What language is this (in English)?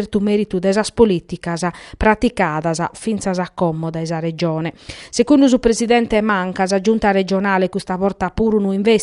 Sardinian